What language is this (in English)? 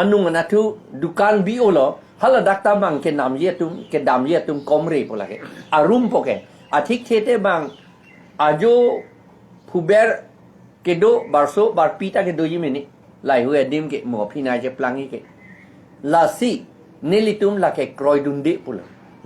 Karbi